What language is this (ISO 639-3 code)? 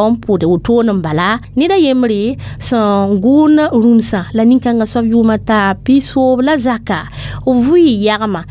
mos